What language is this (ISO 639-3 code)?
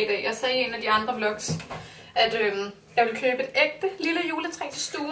dan